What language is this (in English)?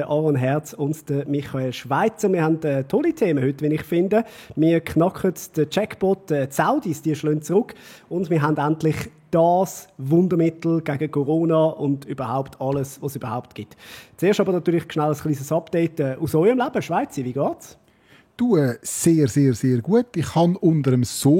Swiss German